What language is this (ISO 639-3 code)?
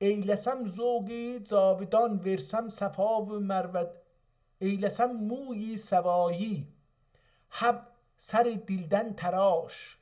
azb